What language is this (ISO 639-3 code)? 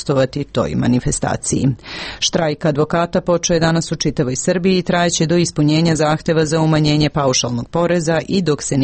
srp